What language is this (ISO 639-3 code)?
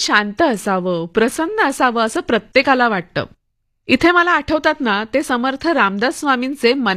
mar